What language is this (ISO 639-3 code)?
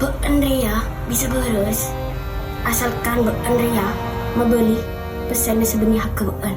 mad